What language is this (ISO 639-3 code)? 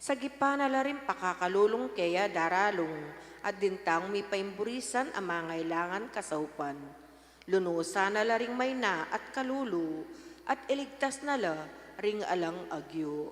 pam